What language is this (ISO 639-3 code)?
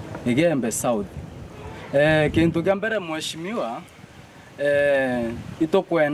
mer